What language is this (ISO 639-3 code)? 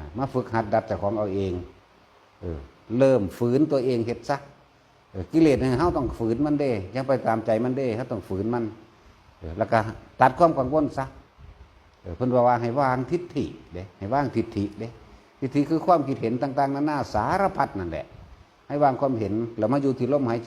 tts